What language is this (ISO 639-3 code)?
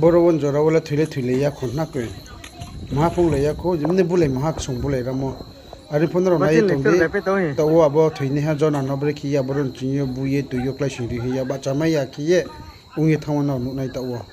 ria